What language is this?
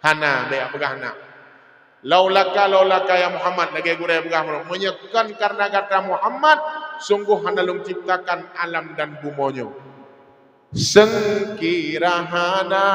Achinese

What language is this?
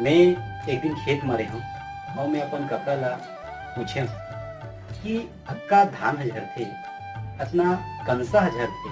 Chhattisgarhi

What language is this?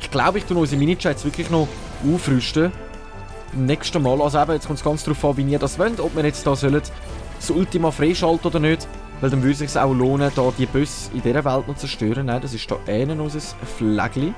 Swiss German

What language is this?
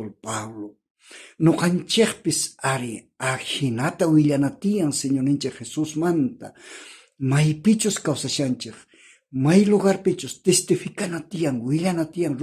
South Bolivian Quechua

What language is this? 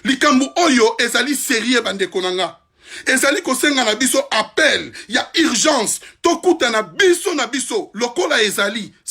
Lingala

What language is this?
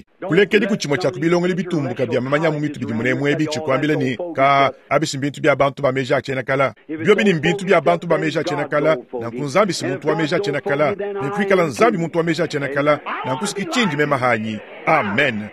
Luba-Lulua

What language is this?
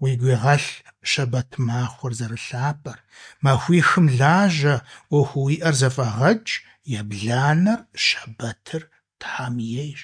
Kabardian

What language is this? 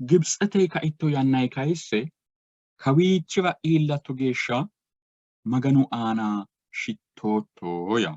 Sidamo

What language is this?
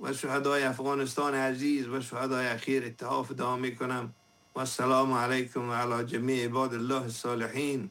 Persian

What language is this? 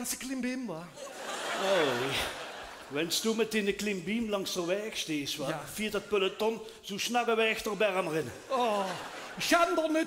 Limburgish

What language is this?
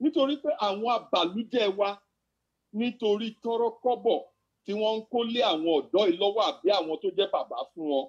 Yoruba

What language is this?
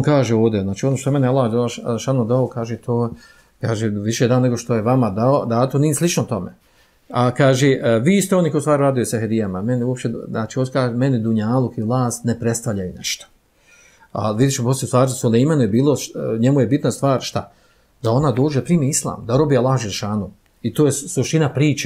Bosnian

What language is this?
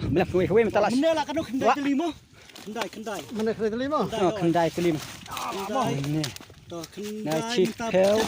Khasi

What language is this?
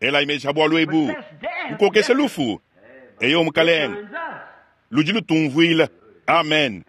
Luba-Lulua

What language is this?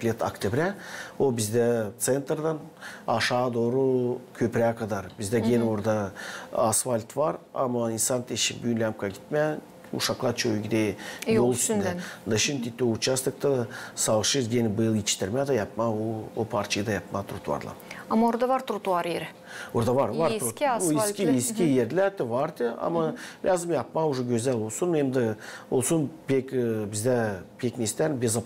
Gagauz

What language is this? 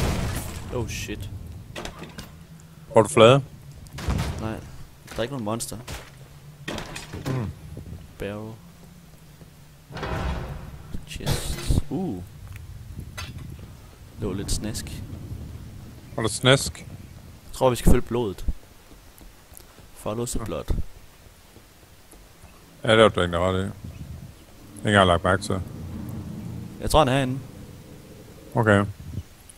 Danish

